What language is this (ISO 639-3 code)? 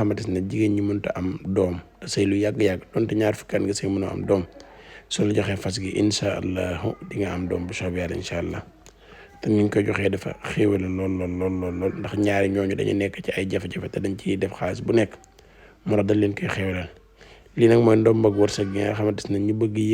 wol